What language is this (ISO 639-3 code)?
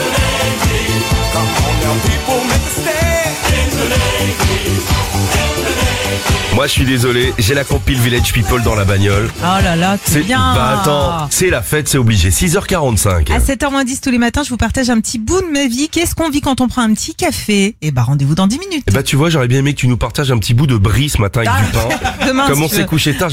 fra